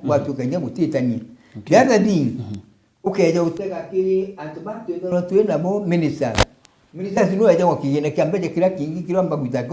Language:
Meru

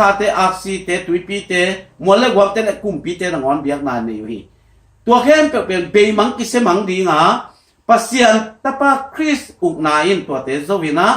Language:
Tedim Chin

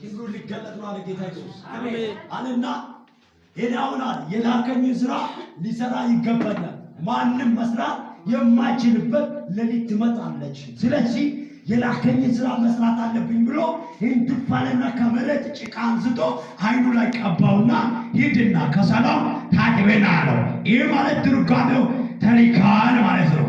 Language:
Amharic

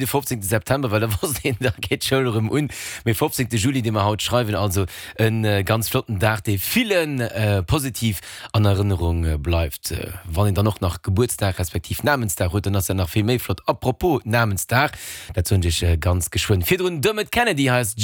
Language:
Luxembourgish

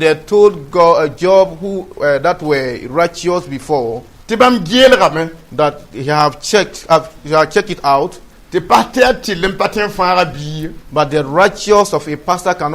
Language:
Mossi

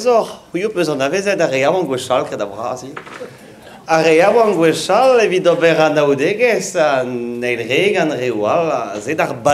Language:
Breton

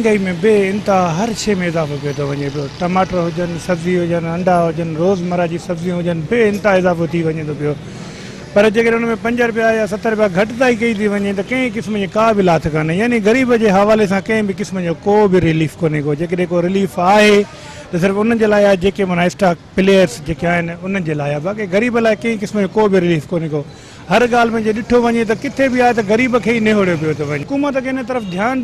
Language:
Sindhi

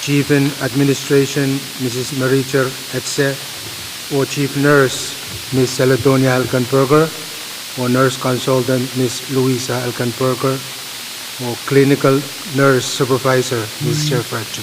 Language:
Pohnpeian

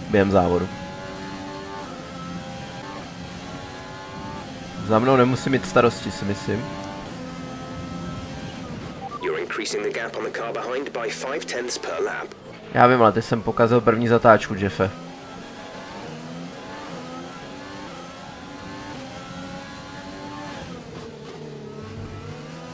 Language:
Czech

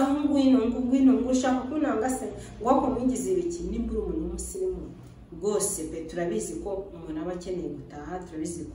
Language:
Kinyarwanda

